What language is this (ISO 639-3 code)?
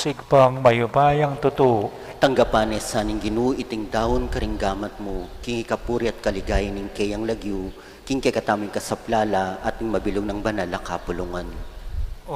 pam